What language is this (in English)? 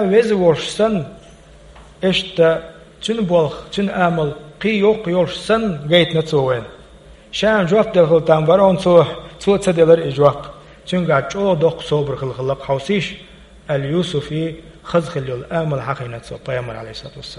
Chechen